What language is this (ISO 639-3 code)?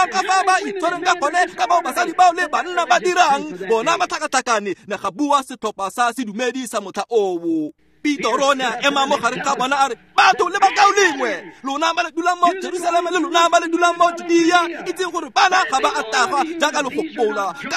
tsn